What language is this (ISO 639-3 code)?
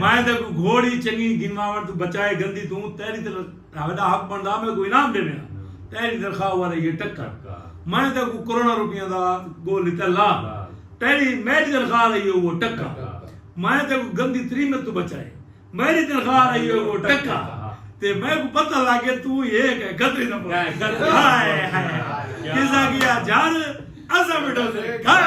skr